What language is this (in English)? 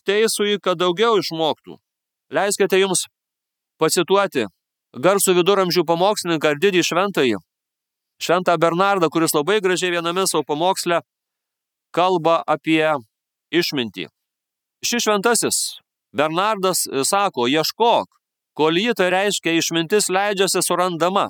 Lithuanian